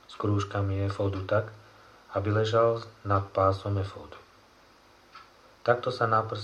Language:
Slovak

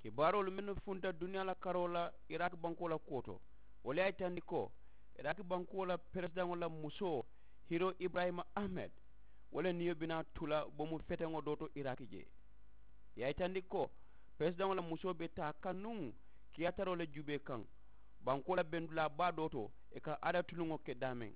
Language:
Mandingo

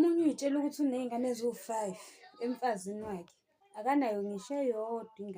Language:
Zulu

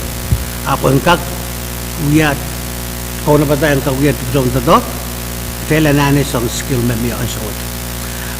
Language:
Pohnpeian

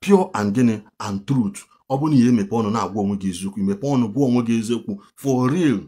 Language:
Igbo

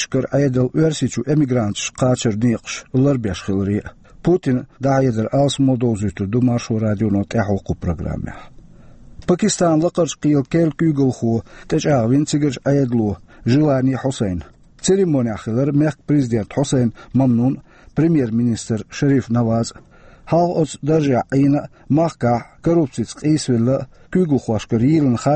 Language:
Chechen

